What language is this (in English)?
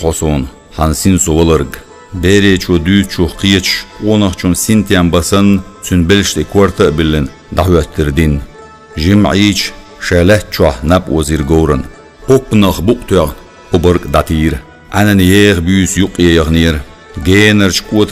Chechen